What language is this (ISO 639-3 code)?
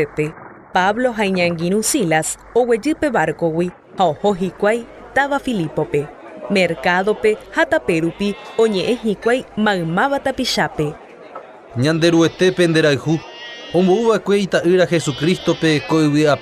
grn